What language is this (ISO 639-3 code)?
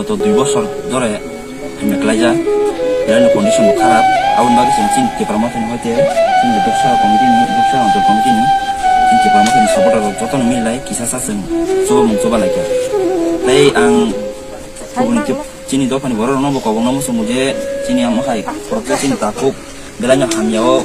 trp